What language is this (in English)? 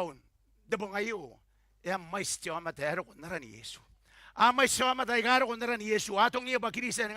Gilbertese